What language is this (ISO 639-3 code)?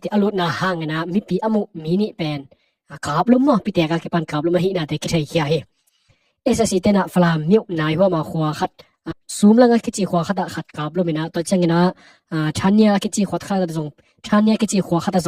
ctd